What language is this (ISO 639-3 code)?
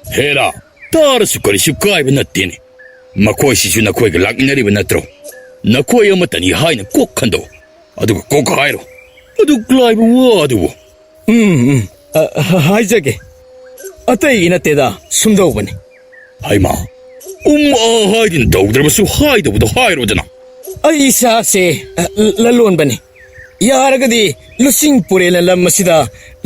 mni